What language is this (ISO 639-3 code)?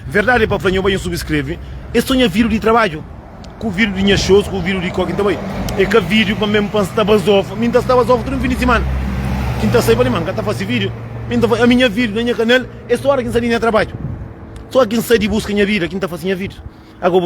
kea